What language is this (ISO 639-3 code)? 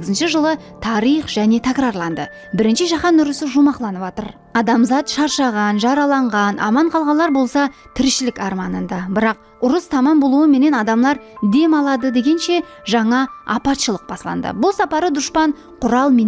kaa